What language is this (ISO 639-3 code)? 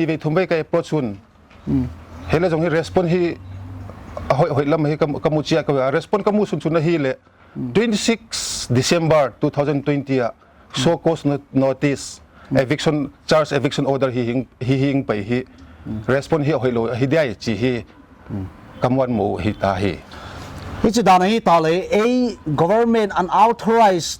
pck